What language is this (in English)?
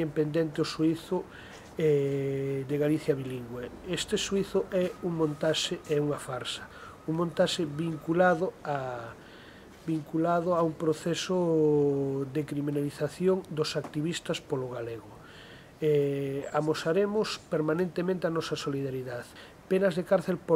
Galician